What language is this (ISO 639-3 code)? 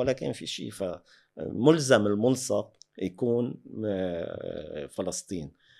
apc